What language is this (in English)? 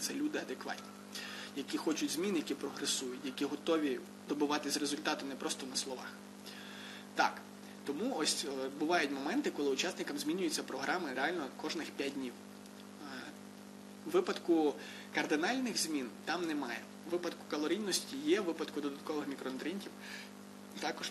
Ukrainian